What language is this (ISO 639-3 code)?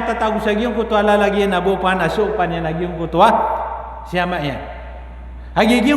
mrw